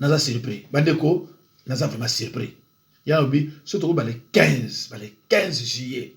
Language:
Lingala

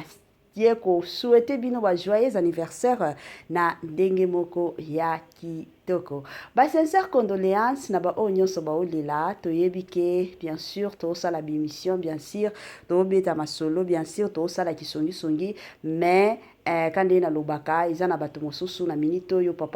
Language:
Lingala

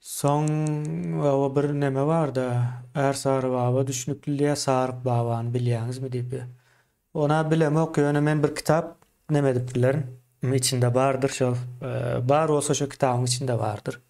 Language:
Turkmen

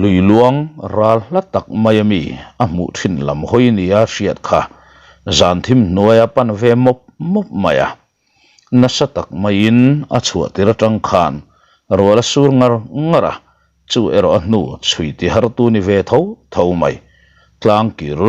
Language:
Mizo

